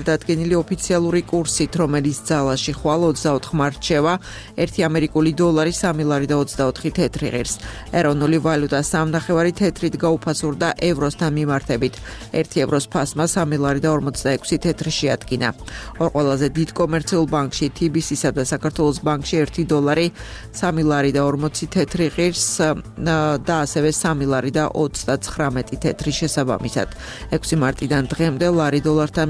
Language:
Georgian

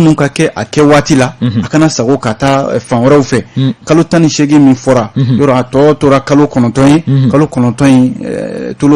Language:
Bambara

